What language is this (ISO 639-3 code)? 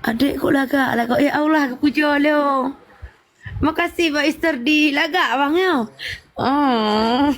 ace